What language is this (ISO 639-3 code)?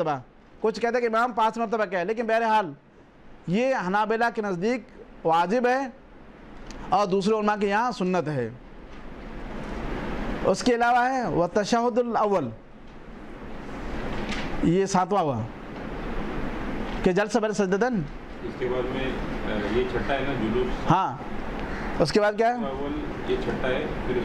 urd